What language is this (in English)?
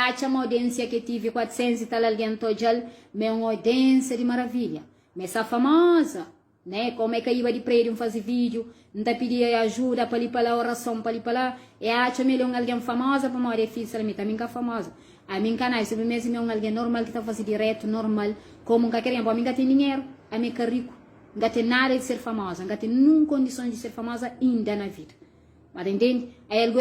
Kabuverdianu